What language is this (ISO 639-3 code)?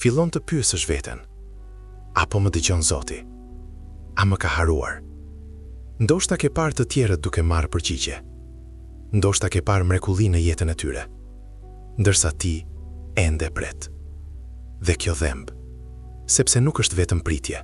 sqi